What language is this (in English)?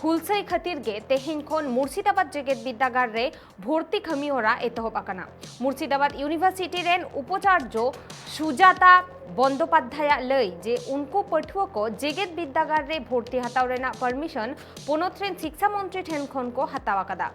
Santali